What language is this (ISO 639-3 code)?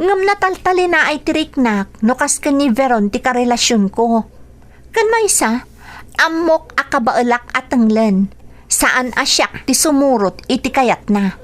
ilo